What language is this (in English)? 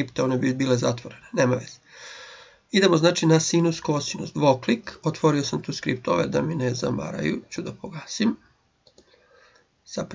Serbian